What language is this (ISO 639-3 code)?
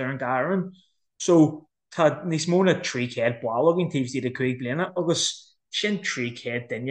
gle